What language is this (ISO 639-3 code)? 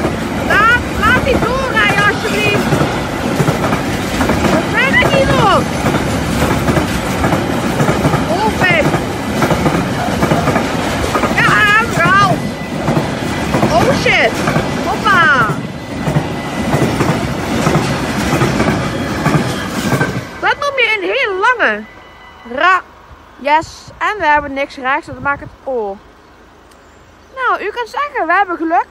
nld